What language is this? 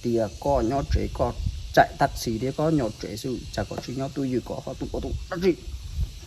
Hmong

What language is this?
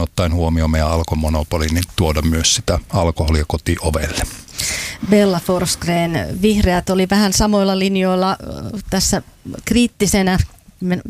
Finnish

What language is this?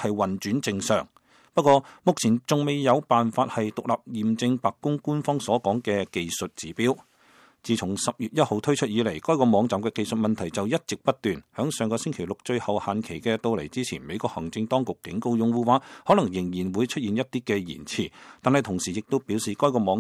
Cantonese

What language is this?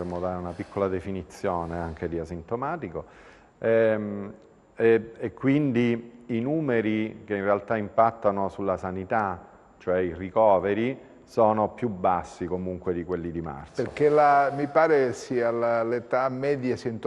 Italian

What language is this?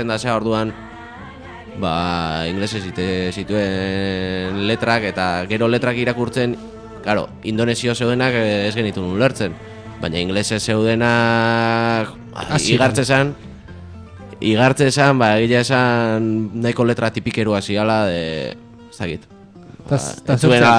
Basque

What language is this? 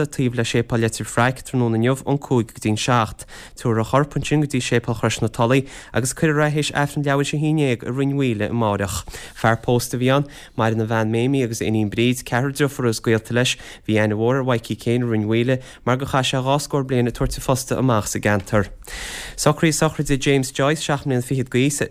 Irish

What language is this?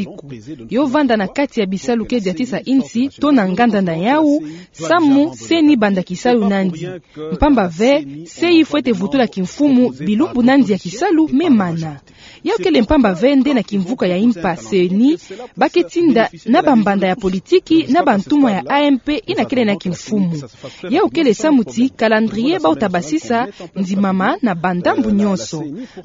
Kituba (Democratic Republic of Congo)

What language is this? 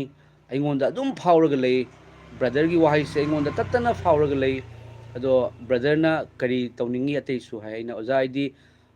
Manipuri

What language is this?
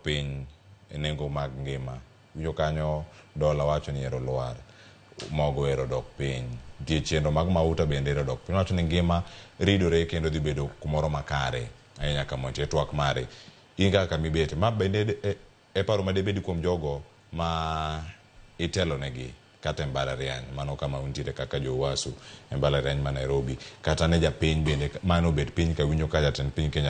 Luo (Kenya and Tanzania)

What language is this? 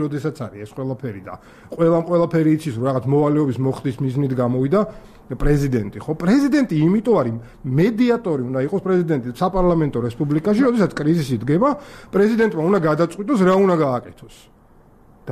Georgian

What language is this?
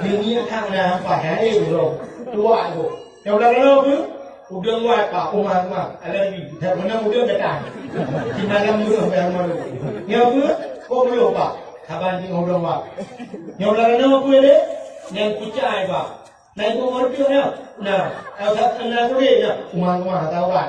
Achinese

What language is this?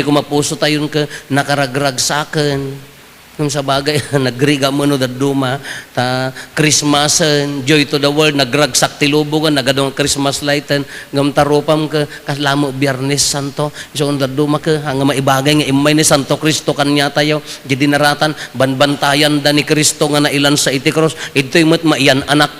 Iloko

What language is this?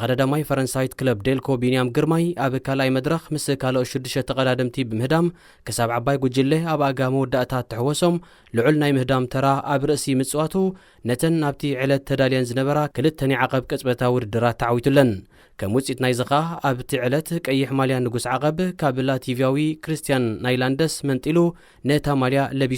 Tigrinya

